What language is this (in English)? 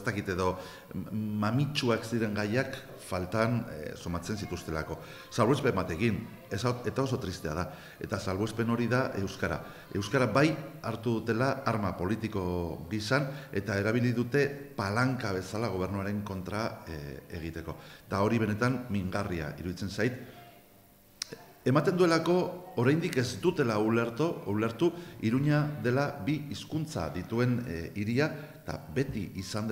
Basque